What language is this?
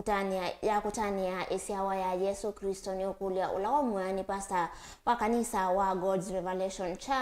Kamba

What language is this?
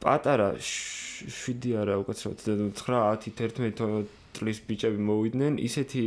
Georgian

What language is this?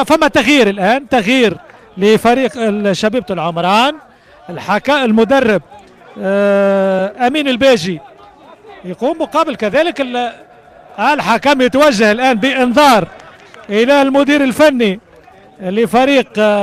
Tunisian Arabic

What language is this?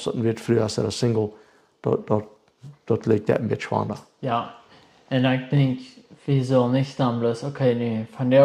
Plautdietsch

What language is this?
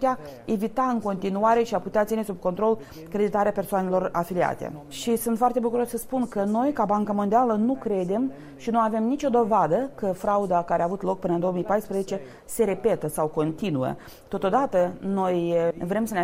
Romanian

